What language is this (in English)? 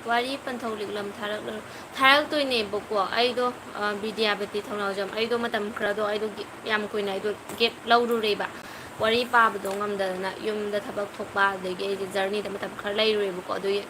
Manipuri